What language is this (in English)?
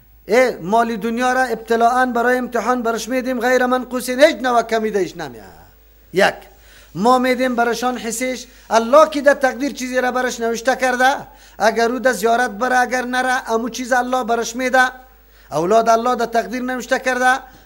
Persian